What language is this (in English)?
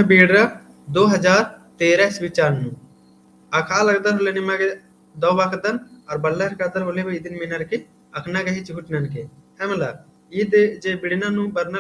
Kurukh